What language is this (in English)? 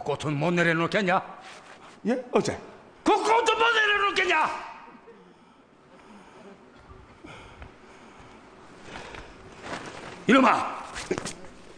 Korean